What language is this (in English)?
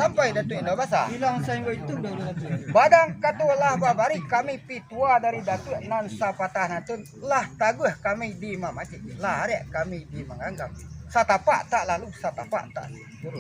Minangkabau